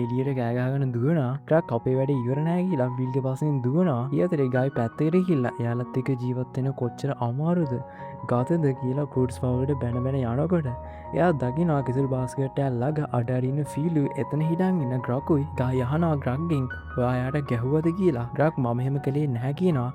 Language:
Sinhala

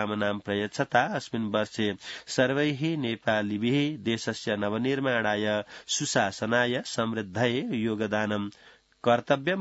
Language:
Sanskrit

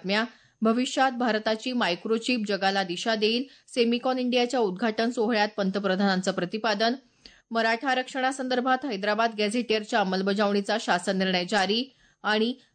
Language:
Marathi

